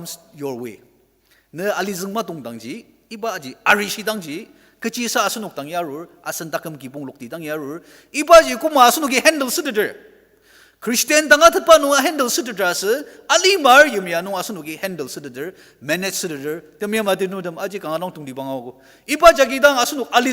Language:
Ao Naga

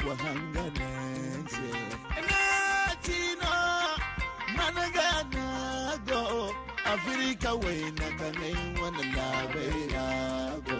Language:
Zarma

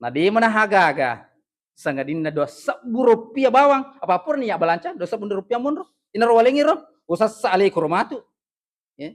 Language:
Buginese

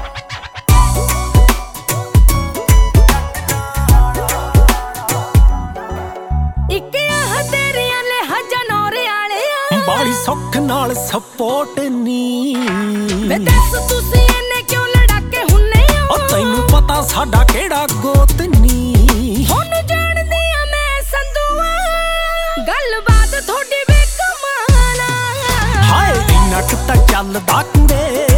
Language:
Punjabi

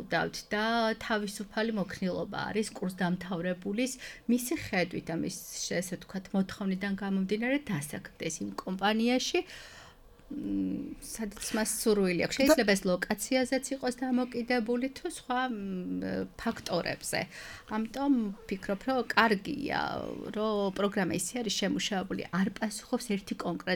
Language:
Georgian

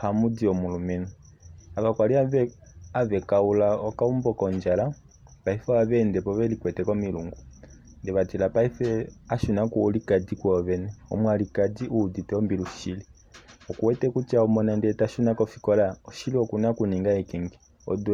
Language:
Kuanyama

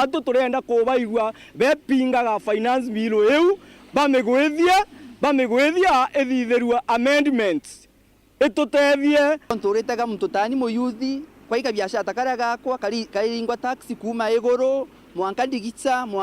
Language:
Meru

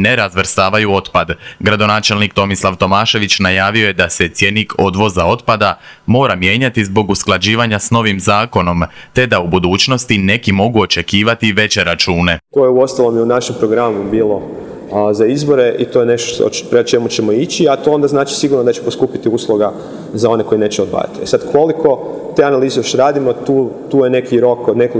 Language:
Croatian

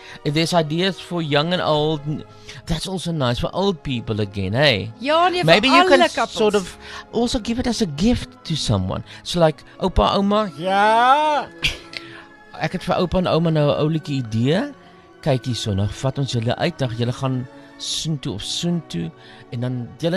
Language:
Afrikaans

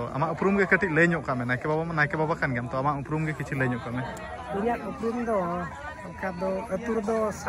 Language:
Santali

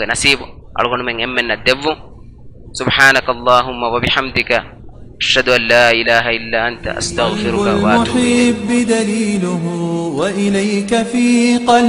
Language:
Divehi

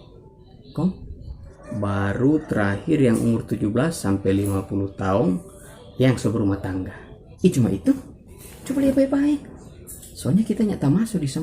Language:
Manado Malay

